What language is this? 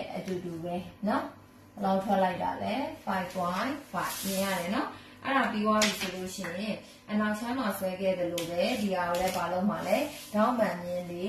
Burmese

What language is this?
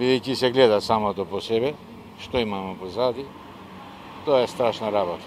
Macedonian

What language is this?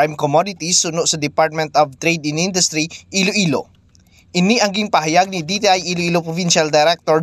Hiligaynon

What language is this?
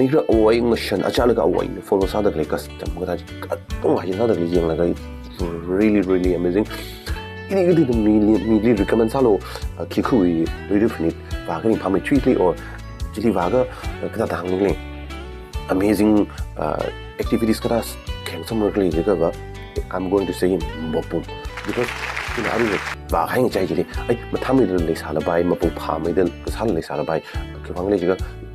Tangkhul Naga (India)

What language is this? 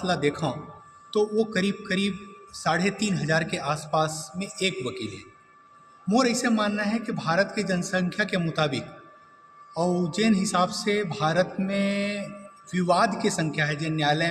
Chhattisgarhi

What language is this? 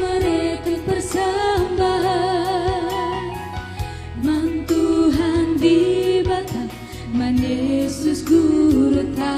Batak Karo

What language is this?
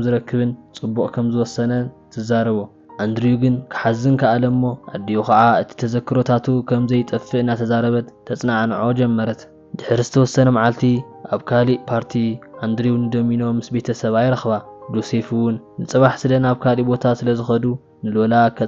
Tigrinya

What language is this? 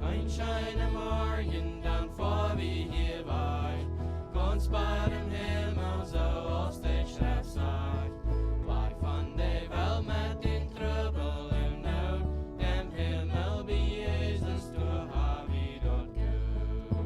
Plautdietsch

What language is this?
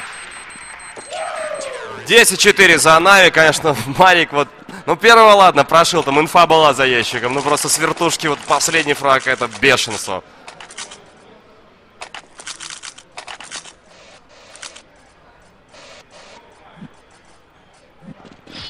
Russian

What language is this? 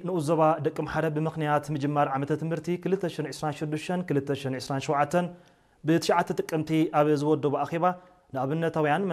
Tigrinya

